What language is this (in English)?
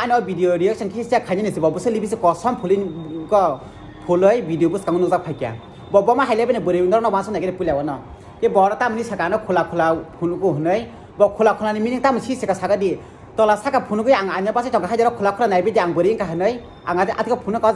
Kok Borok